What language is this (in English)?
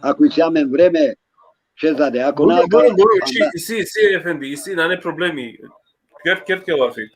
Balkan Romani